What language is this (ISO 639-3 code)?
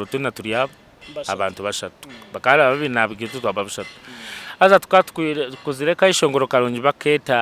nyn